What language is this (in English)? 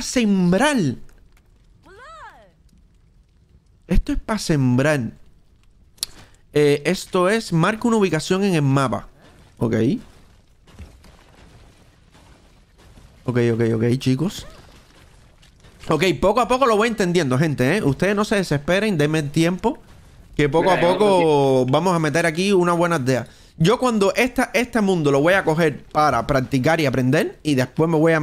Spanish